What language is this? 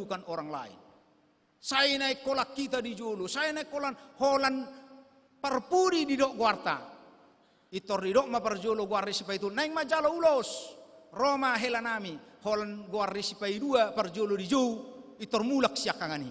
Batak Toba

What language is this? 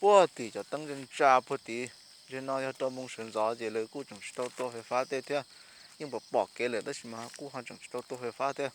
Hmong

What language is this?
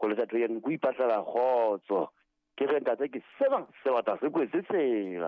Southern Sotho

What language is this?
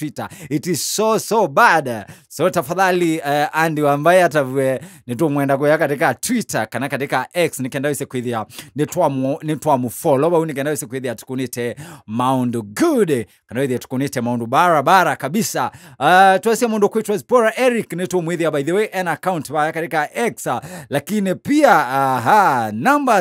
Kamba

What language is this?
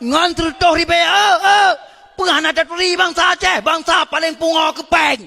Achinese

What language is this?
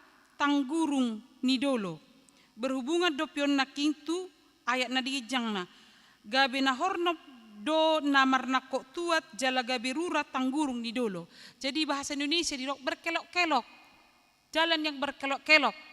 Batak Toba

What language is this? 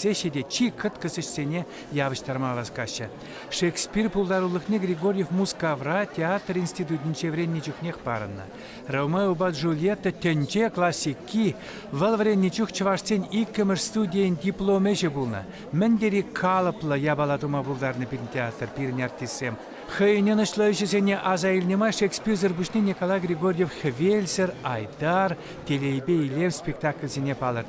Chuvash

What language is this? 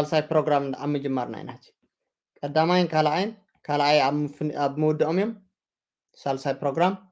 Tigrinya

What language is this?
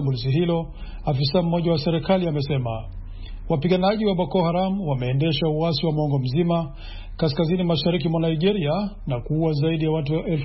Swahili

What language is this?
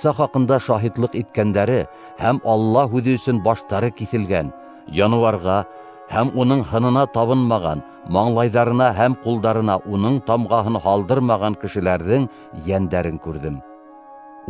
Bashkir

